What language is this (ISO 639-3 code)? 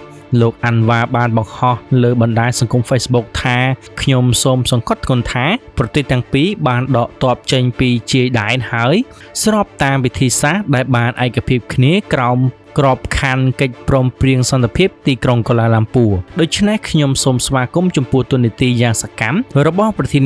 khm